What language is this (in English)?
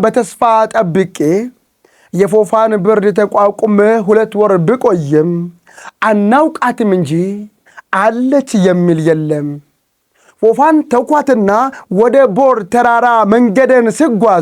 Amharic